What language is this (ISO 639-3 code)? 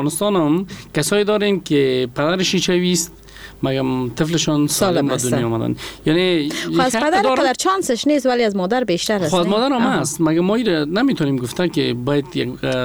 fas